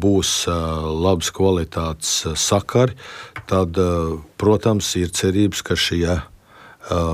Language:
Latvian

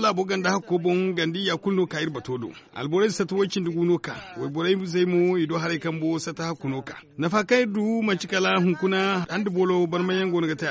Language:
Zarma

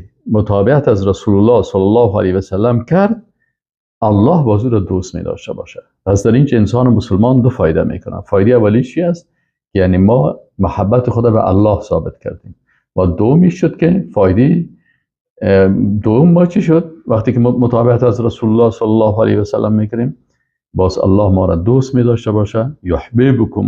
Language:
Persian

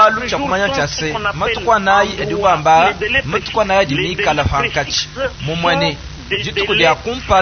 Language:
Luba-Lulua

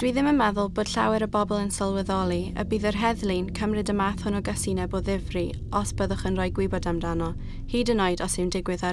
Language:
Welsh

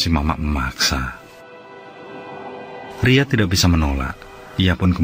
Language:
Indonesian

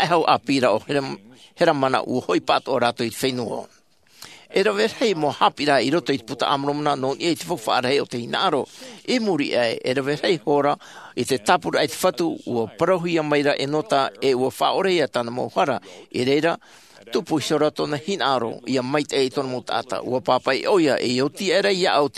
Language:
Tahitian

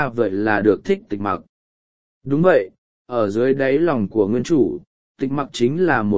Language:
Vietnamese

